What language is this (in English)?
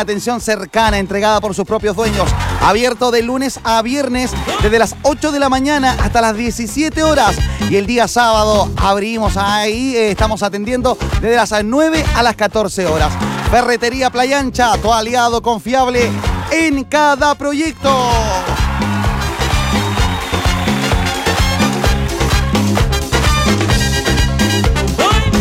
Spanish